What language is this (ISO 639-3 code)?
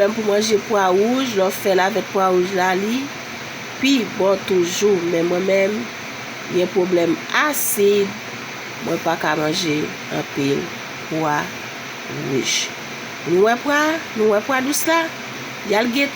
hat